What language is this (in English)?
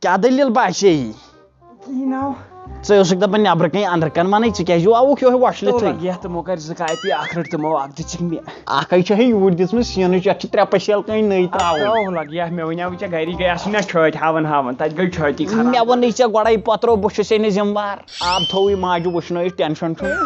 Kashmiri